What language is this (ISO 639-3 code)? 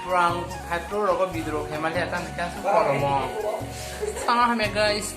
trp